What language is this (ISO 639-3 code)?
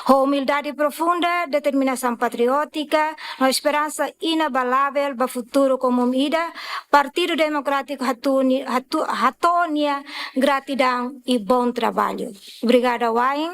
tet